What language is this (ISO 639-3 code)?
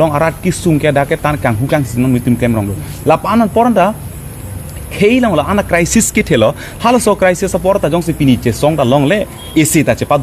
mjw